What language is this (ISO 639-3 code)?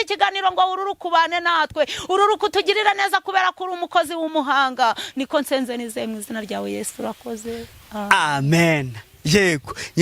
kin